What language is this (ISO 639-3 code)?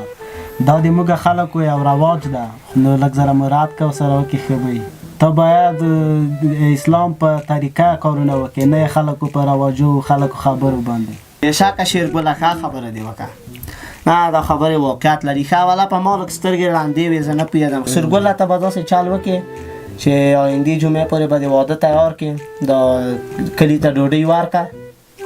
pus